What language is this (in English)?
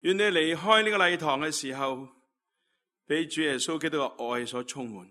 Cantonese